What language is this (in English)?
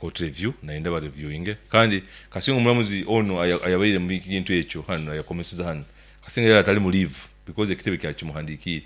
Nyankole